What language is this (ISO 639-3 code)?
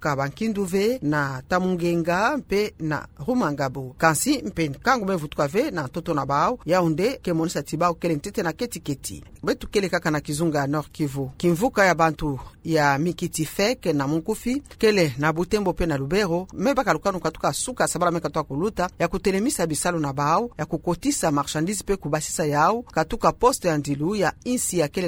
ktu